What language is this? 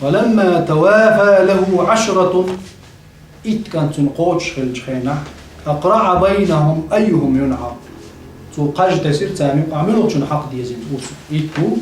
Chechen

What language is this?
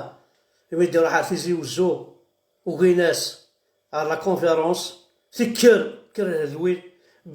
Kabyle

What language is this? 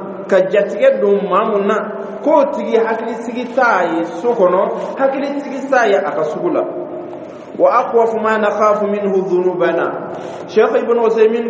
Dyula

